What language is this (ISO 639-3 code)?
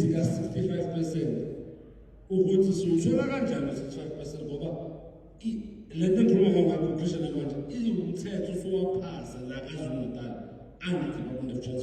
zul